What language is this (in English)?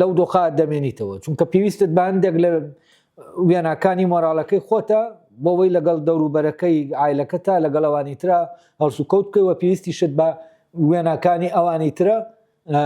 Central Kurdish